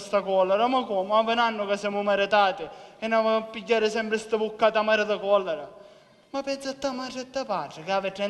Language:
Sicilian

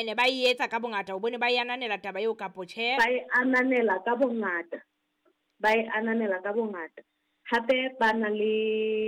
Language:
Southern Sotho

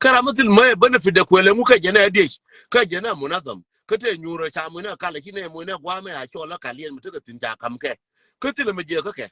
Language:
Nuer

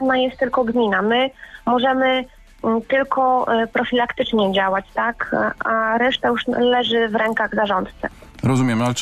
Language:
Polish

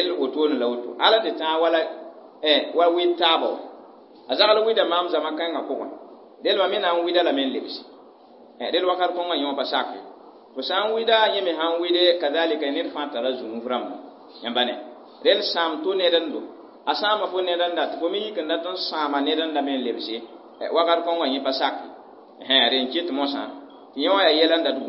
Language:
Mossi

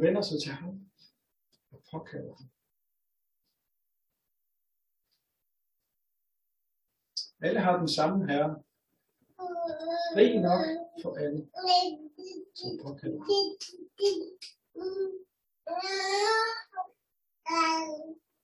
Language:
Danish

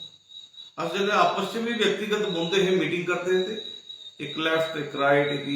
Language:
Dogri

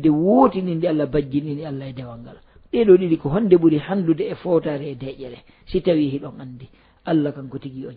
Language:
Fula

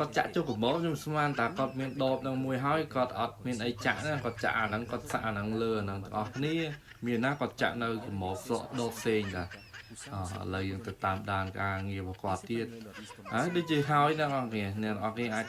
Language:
Khmer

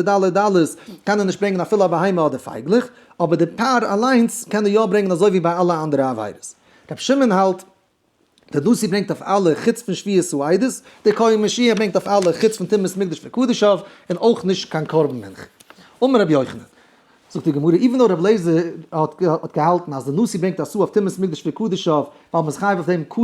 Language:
Yiddish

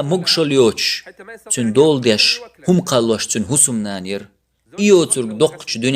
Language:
Chechen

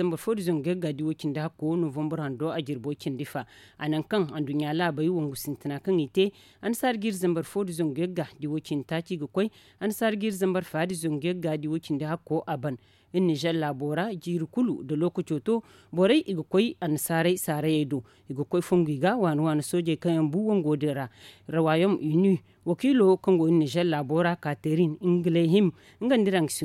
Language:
Zarma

